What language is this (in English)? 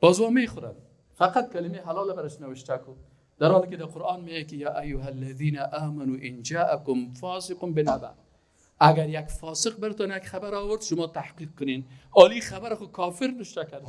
Persian